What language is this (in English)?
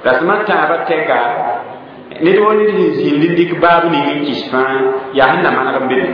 Mossi